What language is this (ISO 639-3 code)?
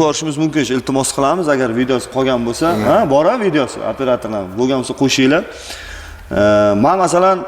uzb